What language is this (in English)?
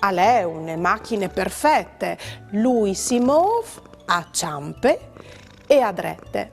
Friulian